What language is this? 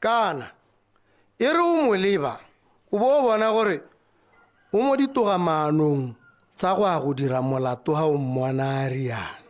Tswana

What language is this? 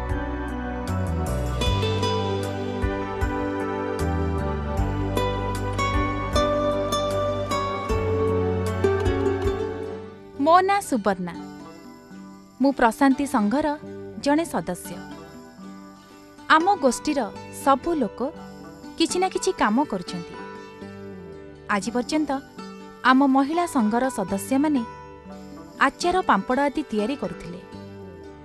Odia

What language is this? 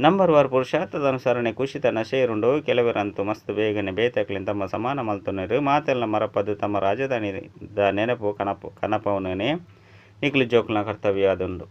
Tulu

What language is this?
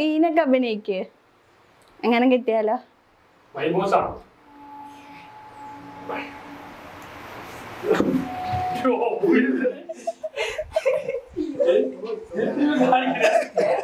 Malayalam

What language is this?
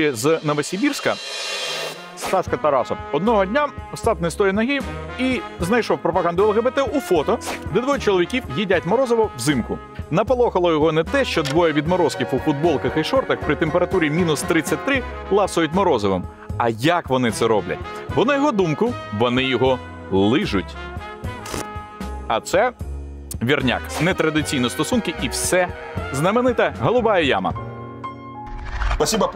Ukrainian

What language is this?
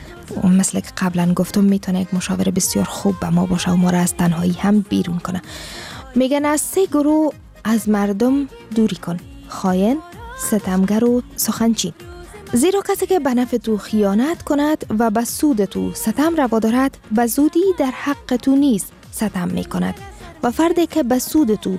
Persian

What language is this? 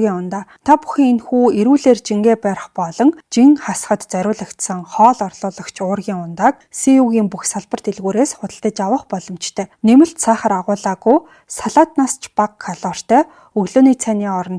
Mongolian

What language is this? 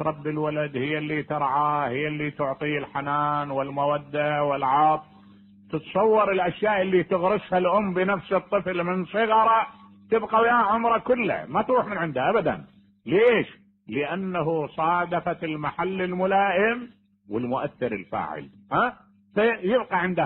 Mesopotamian Arabic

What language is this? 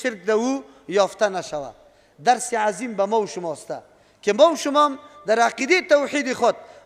Persian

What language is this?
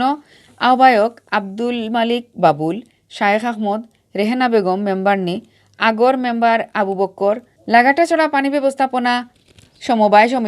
Sylheti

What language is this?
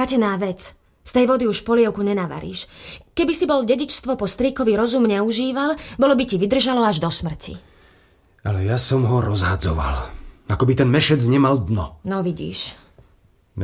Slovak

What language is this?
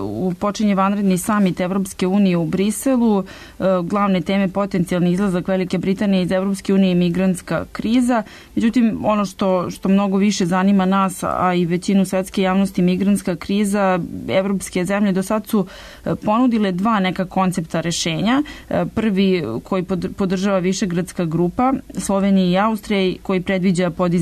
Serbian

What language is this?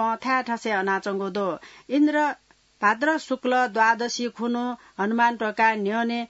Newari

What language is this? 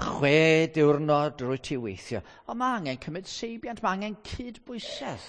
Welsh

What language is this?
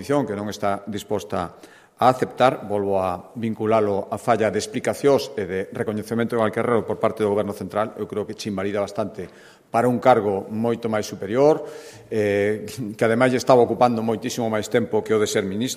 Galician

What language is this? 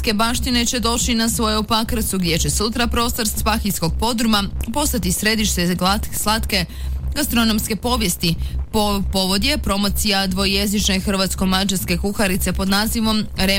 Croatian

